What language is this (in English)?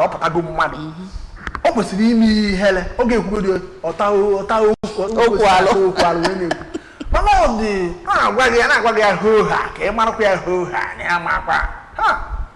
Igbo